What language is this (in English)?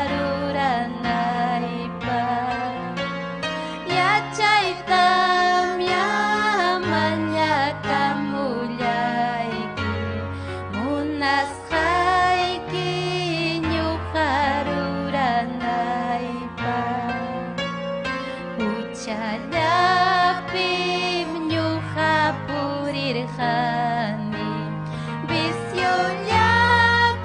Ayacucho Quechua